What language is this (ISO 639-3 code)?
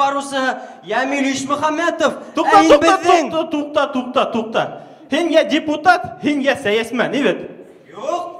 bak